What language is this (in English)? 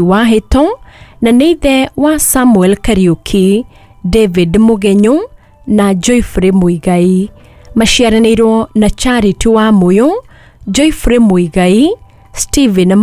Kikuyu